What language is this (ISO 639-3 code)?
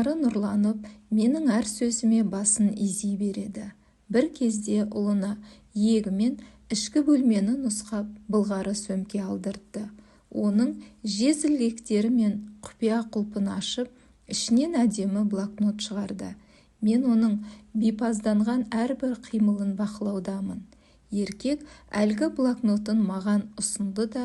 kaz